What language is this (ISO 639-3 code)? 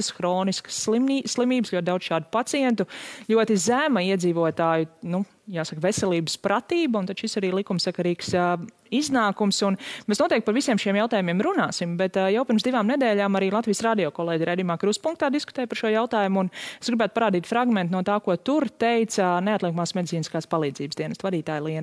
lav